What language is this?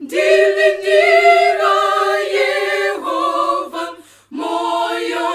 Nyanja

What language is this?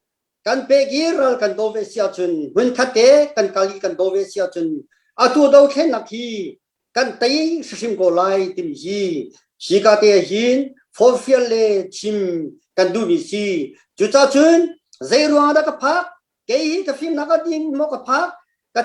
Hakha Chin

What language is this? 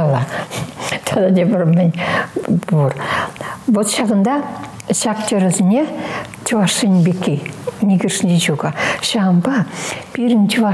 Chuvash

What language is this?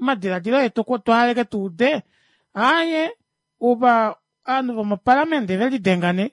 Kuanyama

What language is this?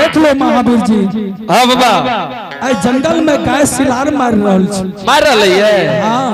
Angika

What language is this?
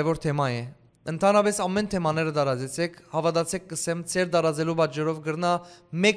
Western Armenian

